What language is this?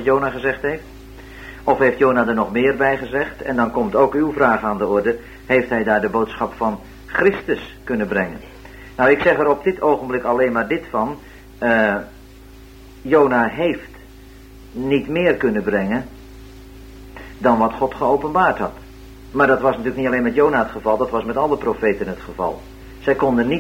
Dutch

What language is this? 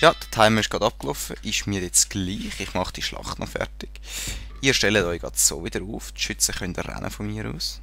Swiss German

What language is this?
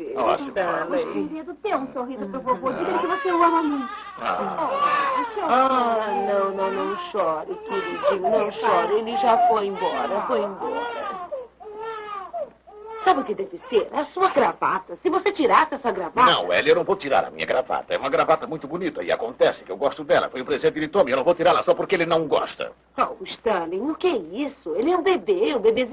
Portuguese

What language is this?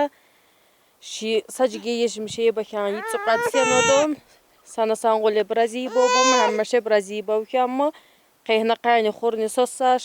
Tsakhur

